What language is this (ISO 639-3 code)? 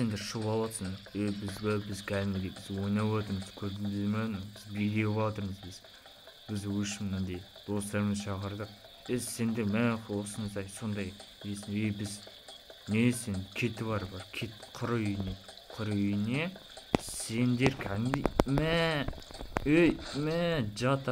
kaz